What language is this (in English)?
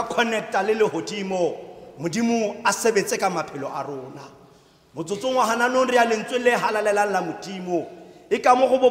Tswana